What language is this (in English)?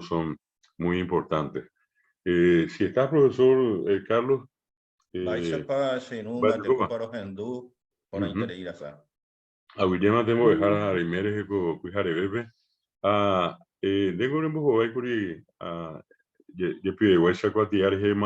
Guarani